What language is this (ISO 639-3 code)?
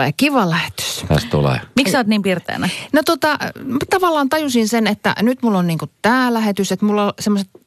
fin